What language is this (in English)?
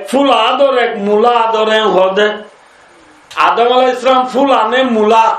Rohingya